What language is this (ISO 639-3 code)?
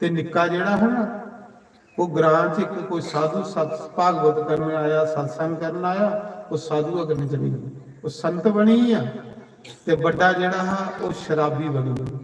doi